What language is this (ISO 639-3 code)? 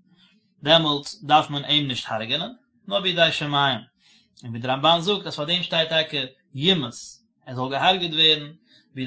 yid